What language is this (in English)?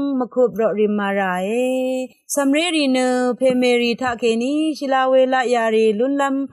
Rawang